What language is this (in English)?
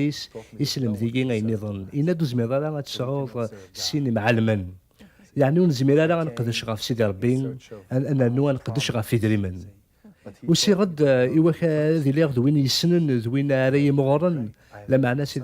Kabyle